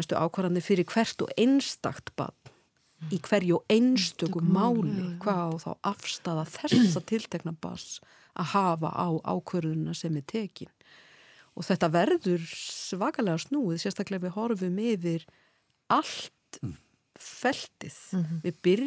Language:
Icelandic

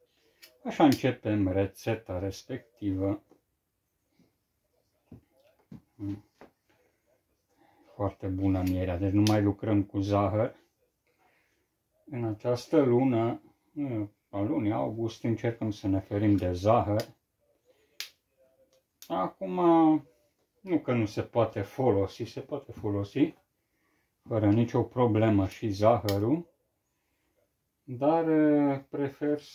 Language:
Romanian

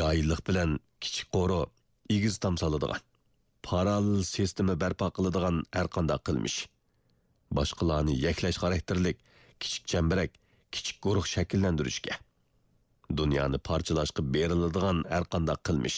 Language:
Uyghur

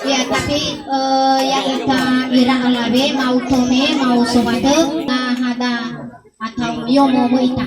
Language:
Nias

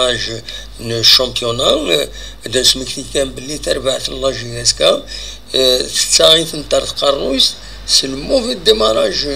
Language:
Kabyle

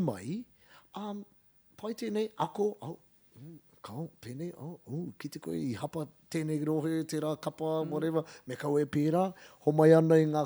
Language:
Māori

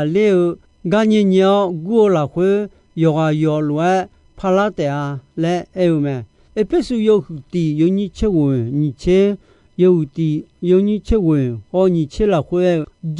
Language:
Akha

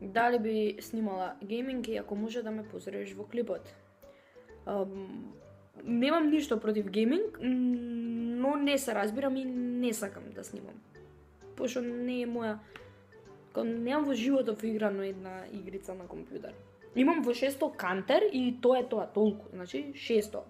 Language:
Macedonian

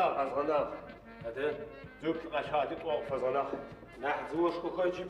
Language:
Adyghe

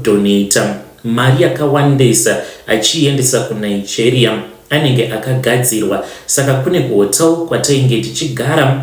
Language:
Shona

